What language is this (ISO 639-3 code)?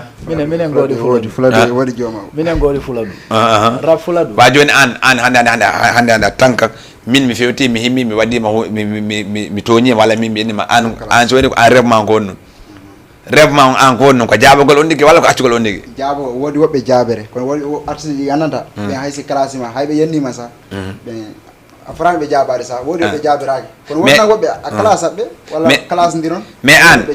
ful